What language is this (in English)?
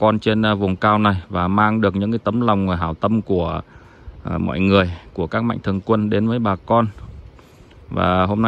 Vietnamese